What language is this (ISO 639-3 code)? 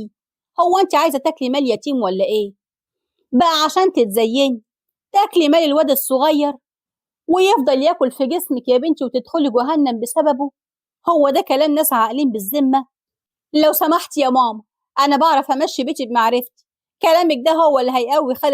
arz